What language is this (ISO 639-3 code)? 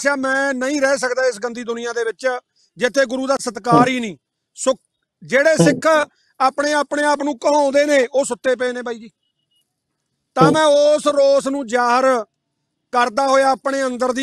pan